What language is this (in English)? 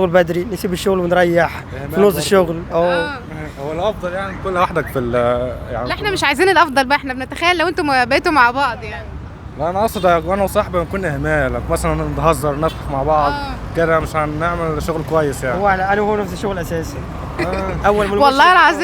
Egyptian Arabic